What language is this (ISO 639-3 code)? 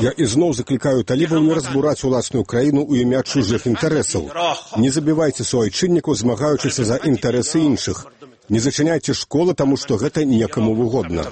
bel